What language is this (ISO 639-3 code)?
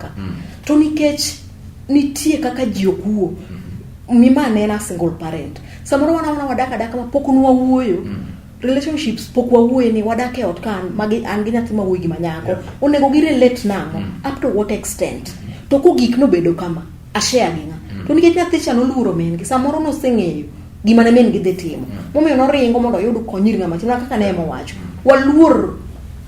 luo